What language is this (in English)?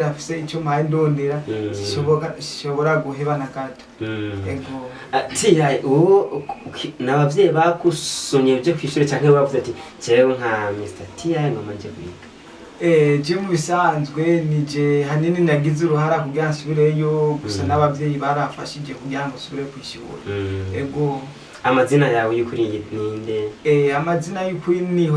Rundi